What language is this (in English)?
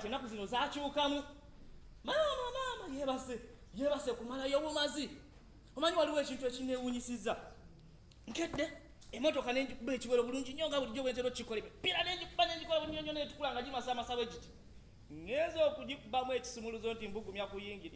Ganda